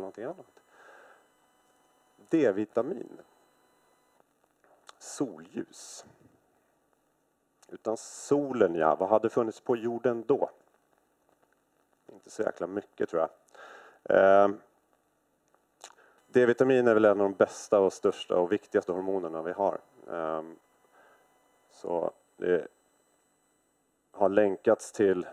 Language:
Swedish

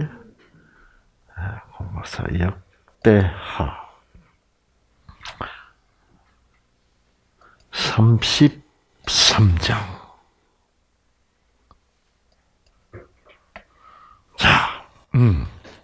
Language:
Korean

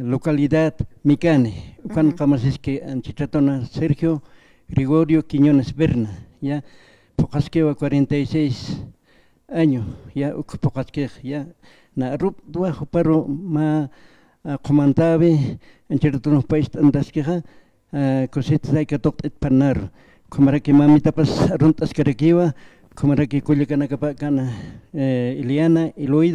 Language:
Aymara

